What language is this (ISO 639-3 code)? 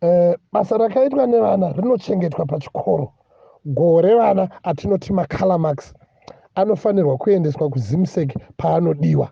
sna